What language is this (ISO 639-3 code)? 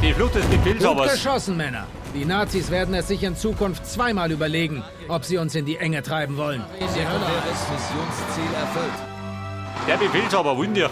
bar